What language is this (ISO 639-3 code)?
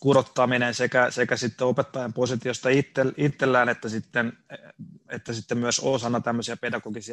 fin